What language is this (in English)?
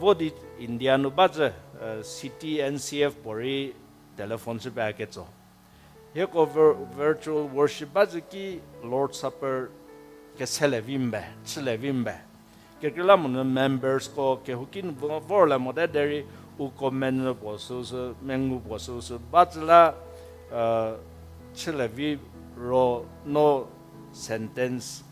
Angami Naga